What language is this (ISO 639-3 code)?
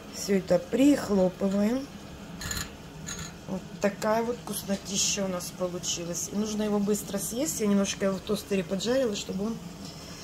rus